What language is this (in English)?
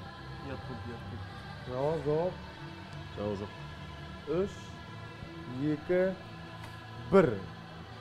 Kazakh